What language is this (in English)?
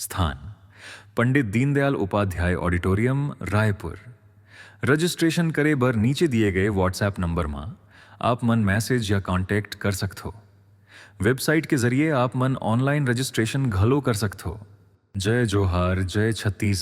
Chhattisgarhi